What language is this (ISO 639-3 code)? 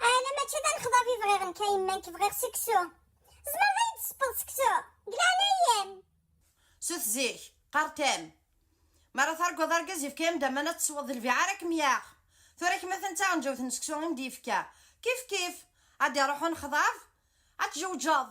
kab